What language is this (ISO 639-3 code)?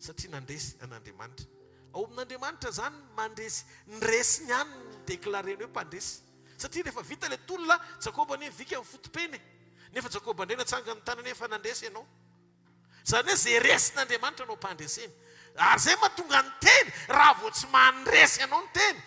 mlg